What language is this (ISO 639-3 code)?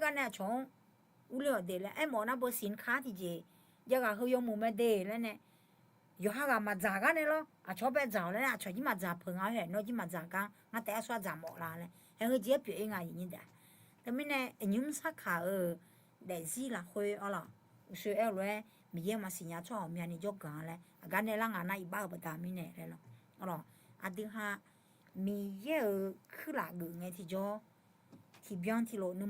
ahk